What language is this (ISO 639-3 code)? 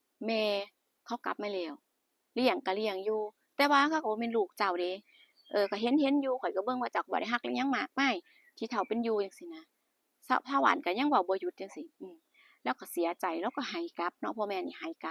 tts